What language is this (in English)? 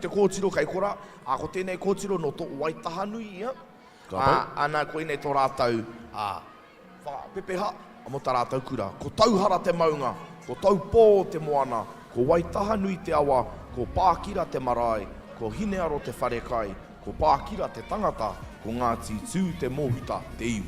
Māori